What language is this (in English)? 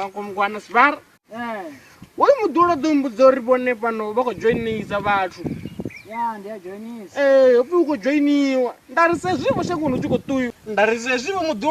Venda